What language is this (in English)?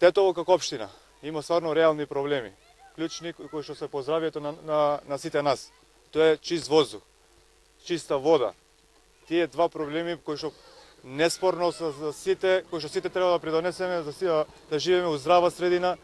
Macedonian